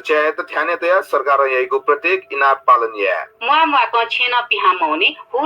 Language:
Newari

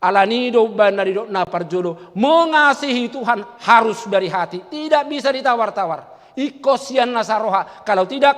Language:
Batak Toba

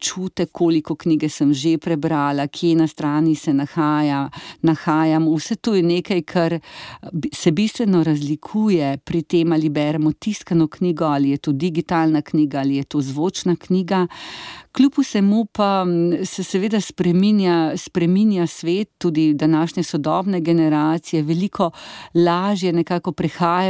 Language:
Slovenian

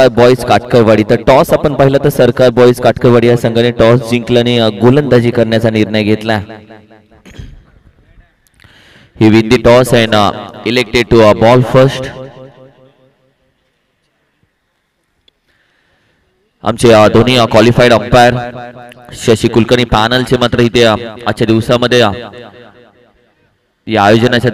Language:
Marathi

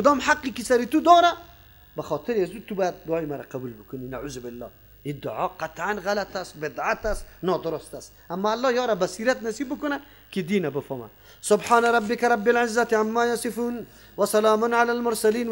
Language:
Persian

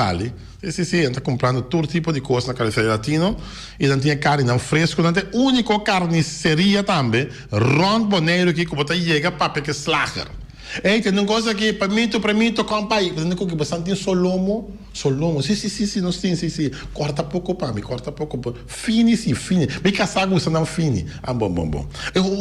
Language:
Papiamento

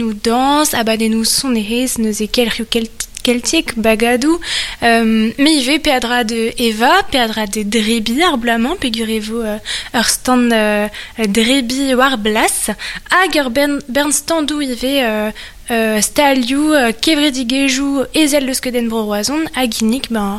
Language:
Breton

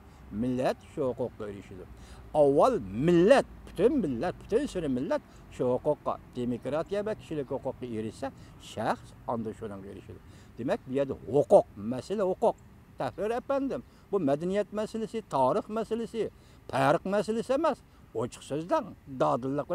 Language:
Uyghur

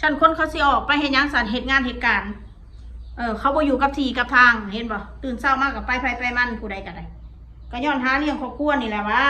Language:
Northeastern Thai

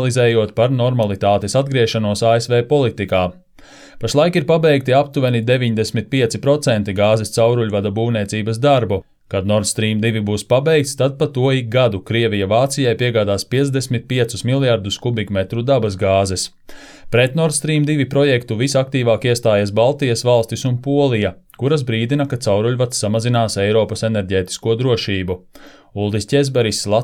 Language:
Latvian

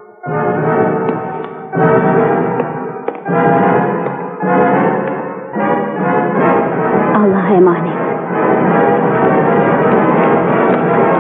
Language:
Turkish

